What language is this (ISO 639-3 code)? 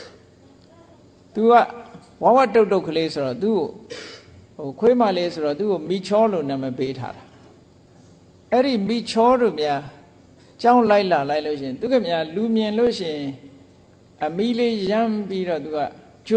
mya